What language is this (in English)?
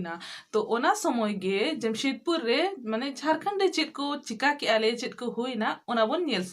Santali